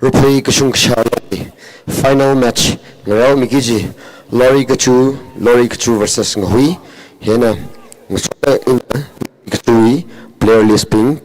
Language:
Tangkhul Naga (India)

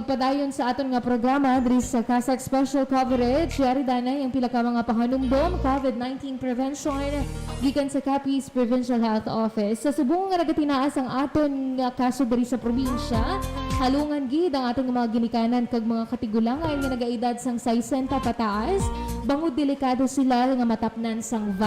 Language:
Hiligaynon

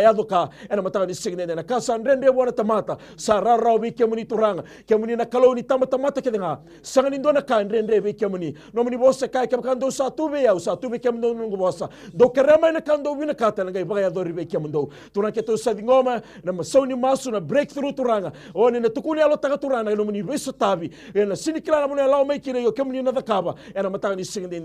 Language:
Fijian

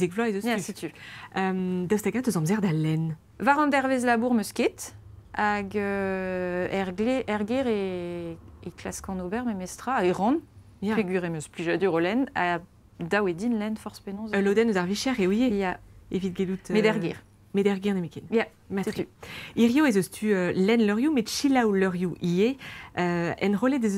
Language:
Breton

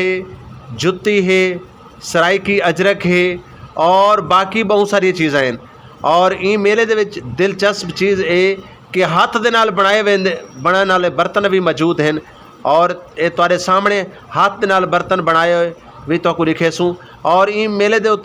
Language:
Saraiki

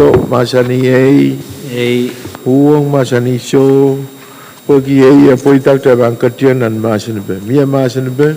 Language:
Pohnpeian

